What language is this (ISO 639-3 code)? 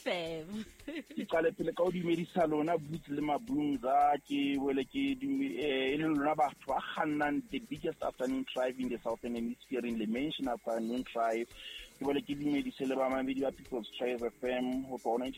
sot